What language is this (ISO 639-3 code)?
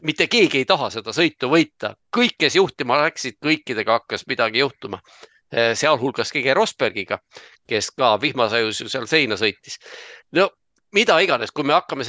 est